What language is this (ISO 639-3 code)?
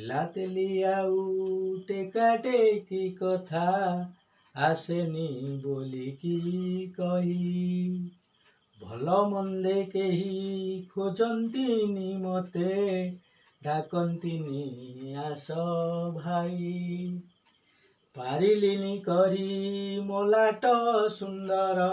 ori